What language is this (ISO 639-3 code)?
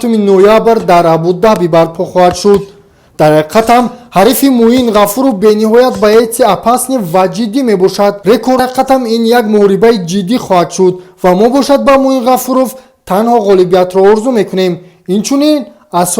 tgk